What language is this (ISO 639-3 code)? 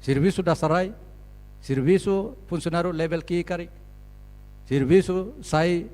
tet